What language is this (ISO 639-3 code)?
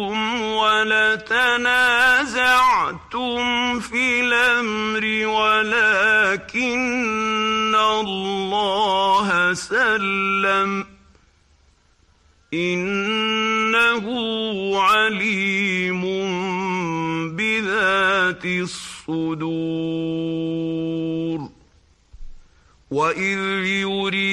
ara